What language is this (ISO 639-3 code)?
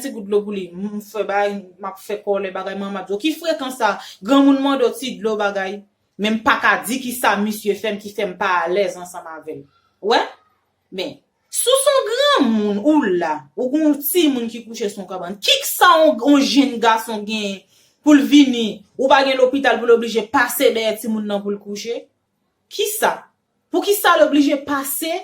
hat